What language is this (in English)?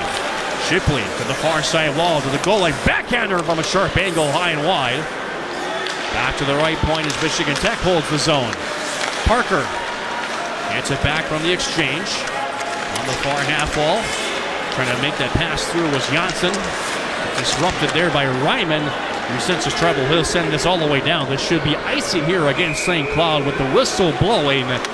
English